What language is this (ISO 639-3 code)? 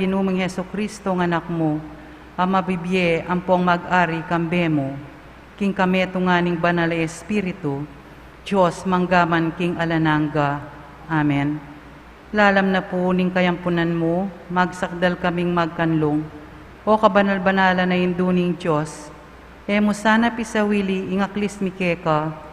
pam